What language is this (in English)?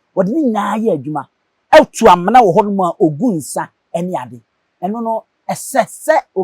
Akan